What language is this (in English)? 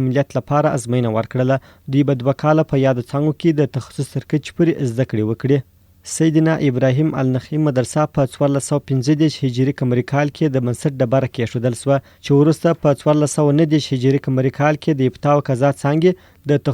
Pashto